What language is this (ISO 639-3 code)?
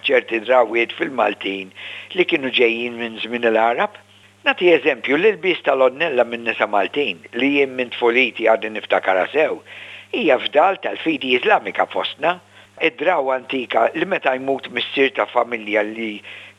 mlt